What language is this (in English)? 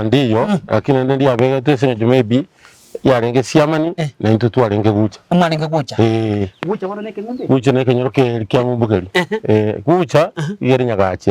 Gusii